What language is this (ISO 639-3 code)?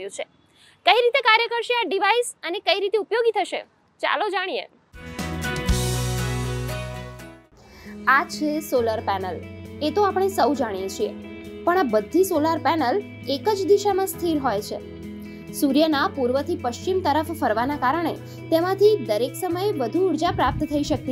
guj